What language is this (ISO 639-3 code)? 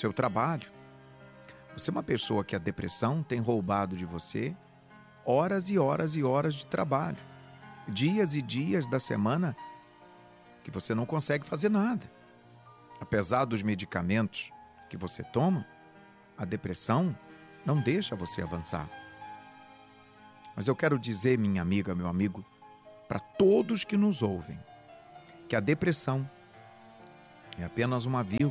por